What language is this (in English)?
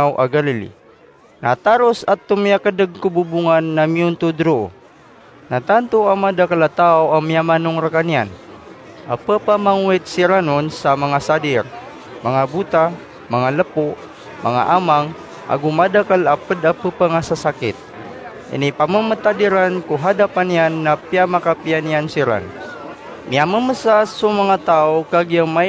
Maranao